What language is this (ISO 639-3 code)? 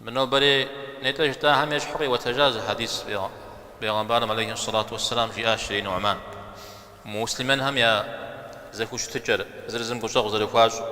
kbd